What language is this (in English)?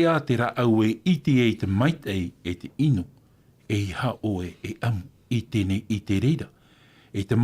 Tahitian